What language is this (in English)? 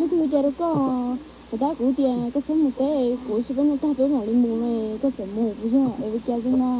Hmong